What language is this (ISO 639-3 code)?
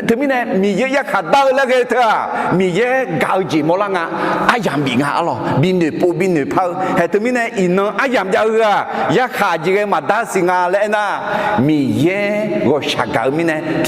ahk